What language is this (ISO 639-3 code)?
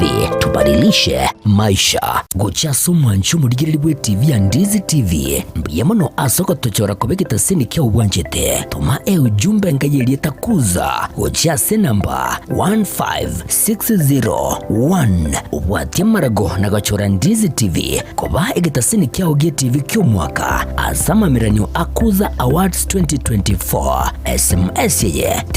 guz